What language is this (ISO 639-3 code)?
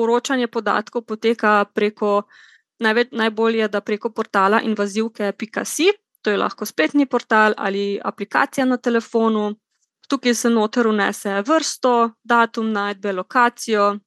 slv